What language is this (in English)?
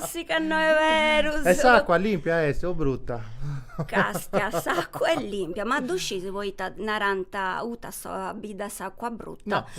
Sardinian